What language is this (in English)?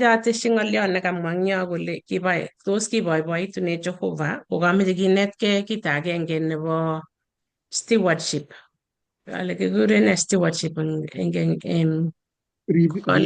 Kalenjin